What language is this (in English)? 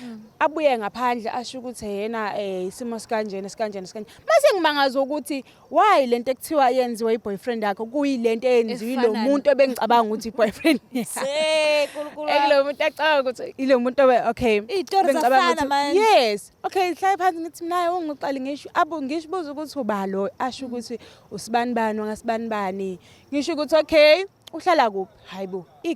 Zulu